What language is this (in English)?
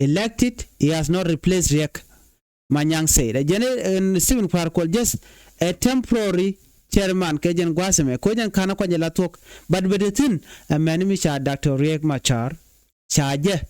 Nuer